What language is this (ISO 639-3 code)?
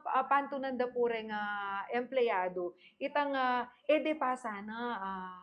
pam